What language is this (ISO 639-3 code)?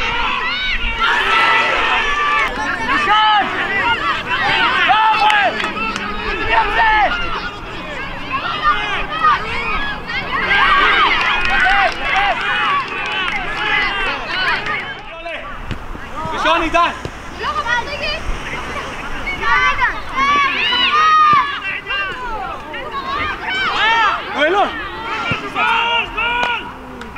heb